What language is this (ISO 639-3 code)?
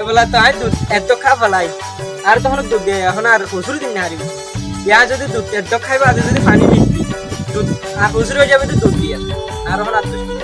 rhg